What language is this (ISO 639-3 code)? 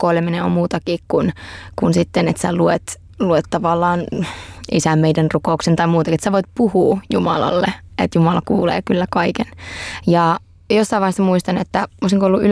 fin